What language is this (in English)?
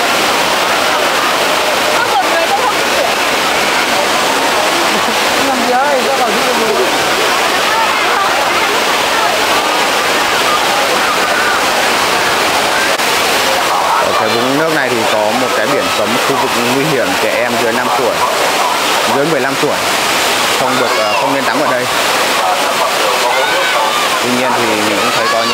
Vietnamese